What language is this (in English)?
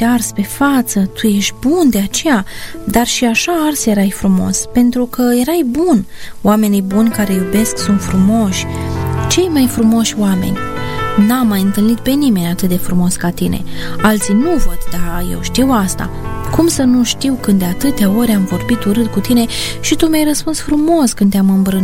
Romanian